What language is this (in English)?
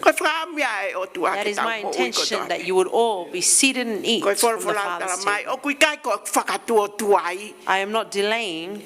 Tongan